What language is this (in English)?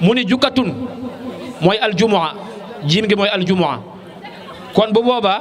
Wolof